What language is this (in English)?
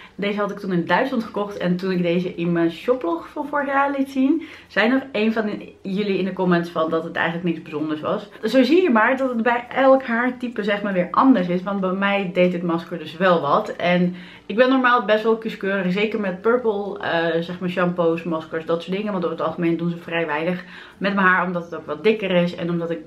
Dutch